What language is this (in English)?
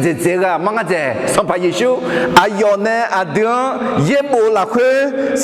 Akha